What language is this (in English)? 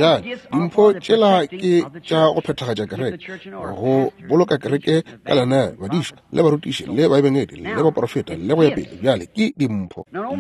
Northern Sotho